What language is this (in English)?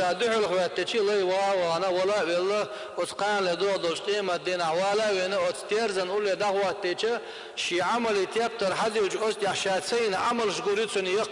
Chechen